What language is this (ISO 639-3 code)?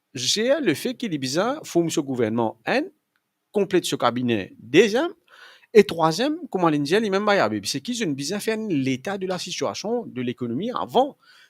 mfe